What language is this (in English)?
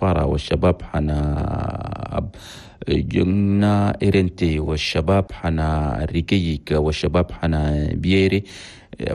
Chadian Arabic